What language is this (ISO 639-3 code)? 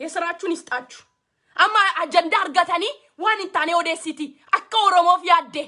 orm